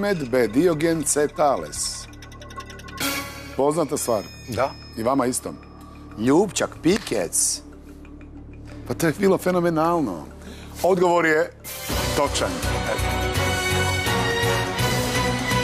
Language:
Croatian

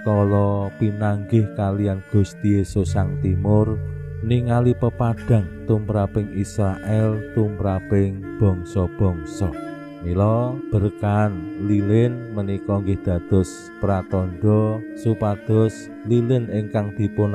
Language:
Javanese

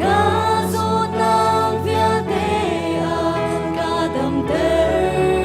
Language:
Hakha Chin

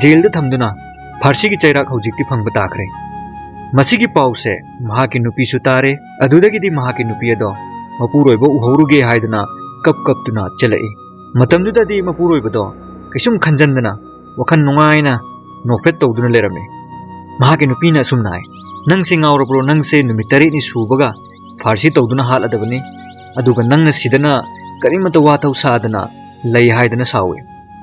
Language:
Manipuri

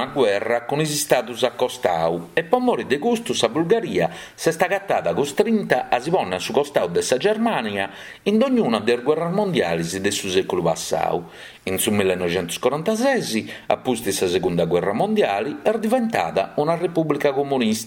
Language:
Sardinian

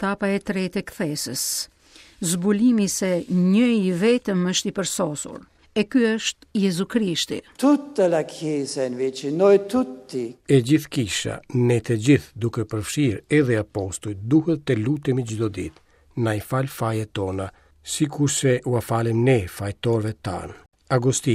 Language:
Albanian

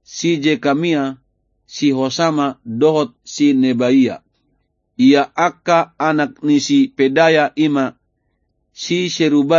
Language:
Batak Toba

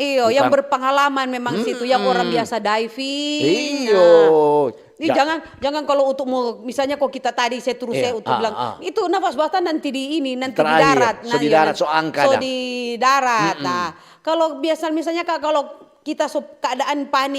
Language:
Manado Malay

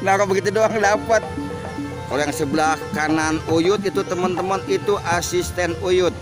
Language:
Betawi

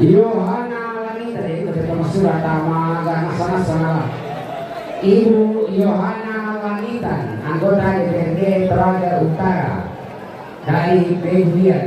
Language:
Toraja-Sa'dan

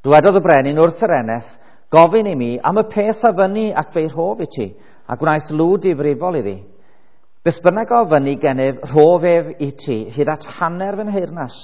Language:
Welsh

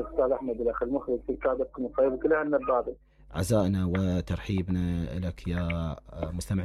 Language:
Mesopotamian Arabic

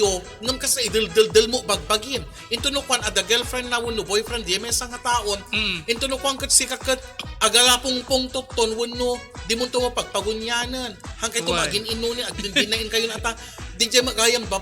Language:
Iloko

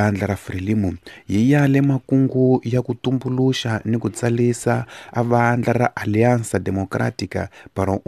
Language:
Tsonga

